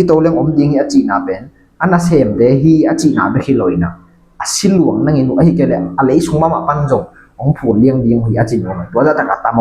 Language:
Tedim Chin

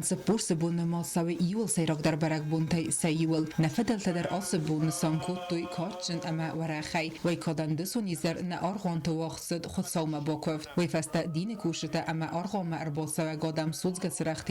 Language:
Ossetic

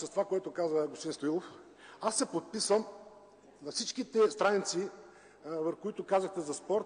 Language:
Bulgarian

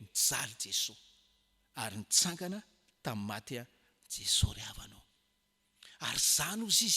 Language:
Malagasy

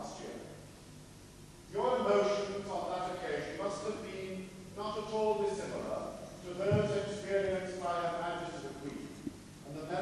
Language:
English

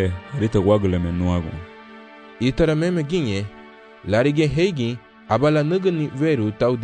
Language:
Garifuna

